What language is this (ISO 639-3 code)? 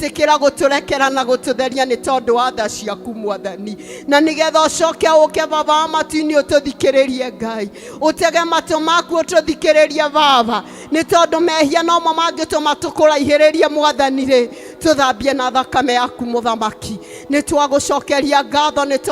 kik